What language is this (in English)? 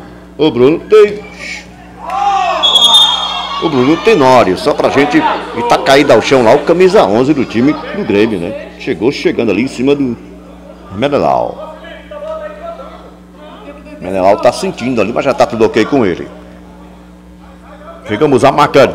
Portuguese